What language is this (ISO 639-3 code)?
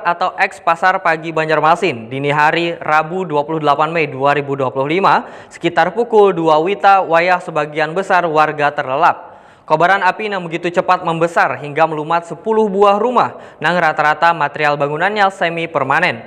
bjn